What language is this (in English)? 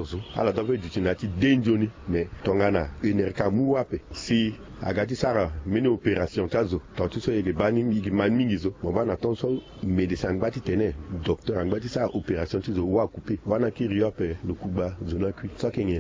Sango